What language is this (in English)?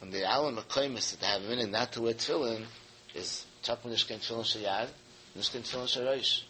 Yiddish